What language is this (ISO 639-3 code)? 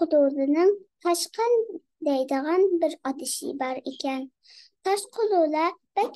uig